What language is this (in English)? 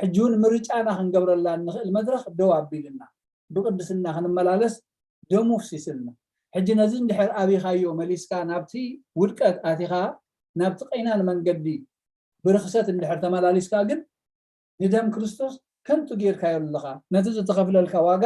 Tigrinya